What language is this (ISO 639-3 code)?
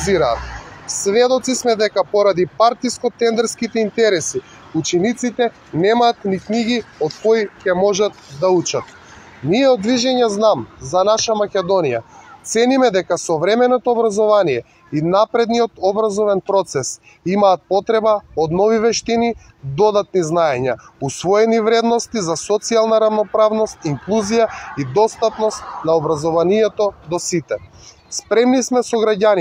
mkd